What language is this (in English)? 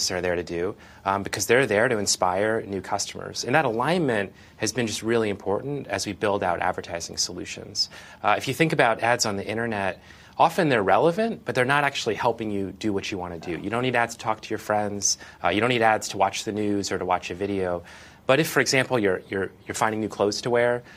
English